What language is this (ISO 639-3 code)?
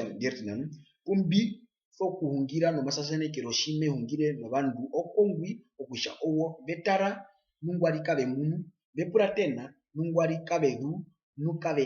her